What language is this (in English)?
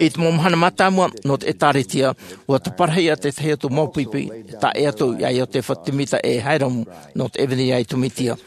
Tahitian